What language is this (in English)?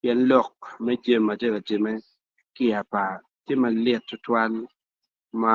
Acoli